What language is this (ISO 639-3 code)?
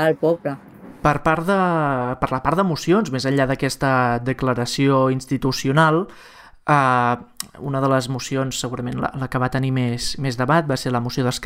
cat